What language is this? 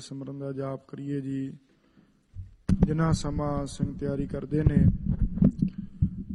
Punjabi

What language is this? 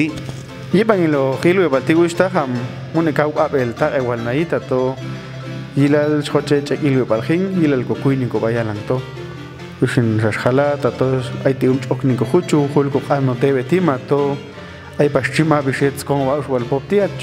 Popti'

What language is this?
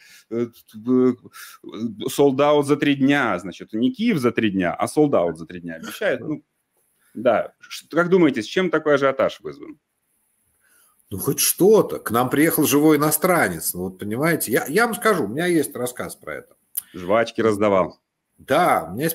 Russian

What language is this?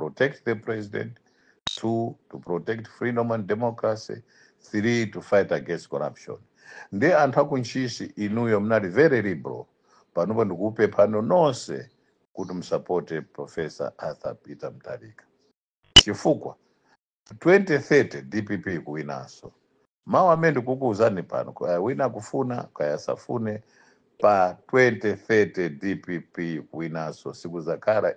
Nyanja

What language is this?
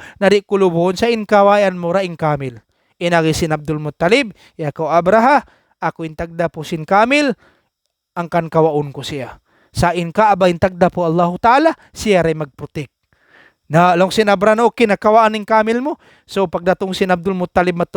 Tausug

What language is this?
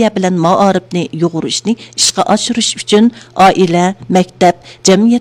Uyghur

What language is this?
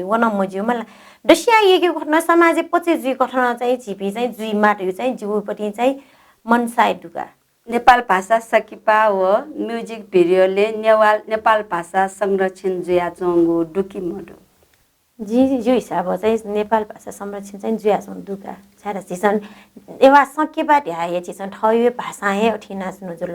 Newari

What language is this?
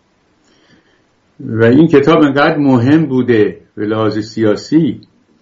Persian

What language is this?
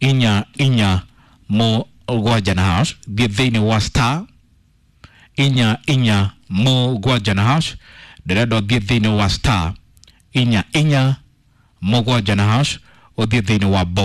Kikuyu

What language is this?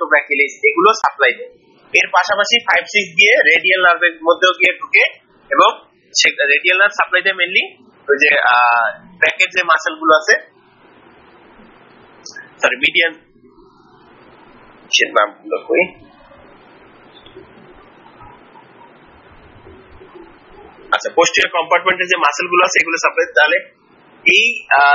Bangla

